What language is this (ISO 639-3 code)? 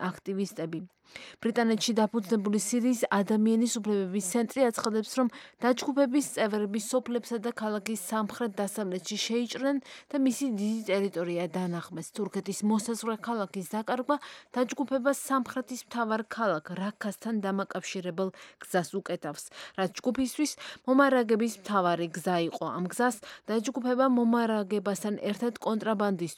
kat